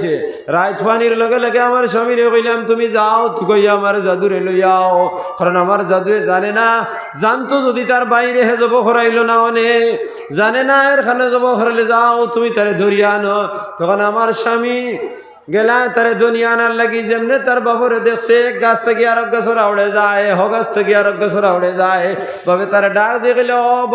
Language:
Sylheti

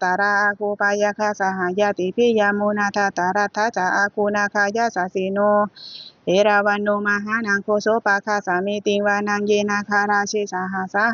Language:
Pali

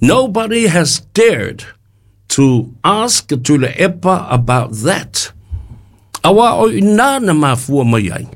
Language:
Samoan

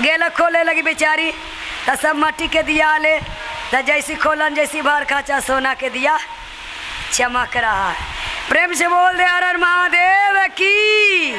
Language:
Magahi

